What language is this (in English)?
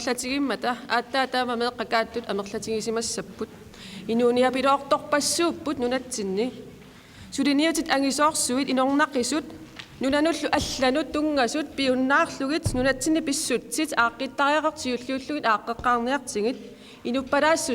Kalaallisut